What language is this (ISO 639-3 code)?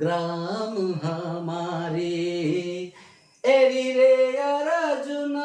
sck